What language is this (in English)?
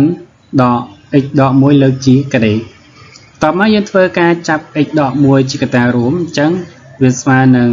Khmer